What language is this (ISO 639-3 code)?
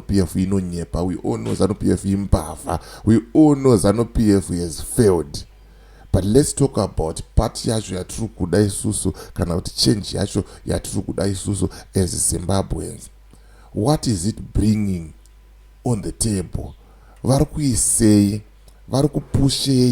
sna